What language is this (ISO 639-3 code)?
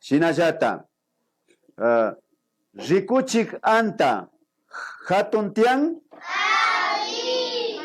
qvi